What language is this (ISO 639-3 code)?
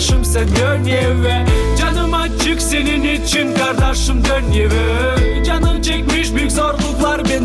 gag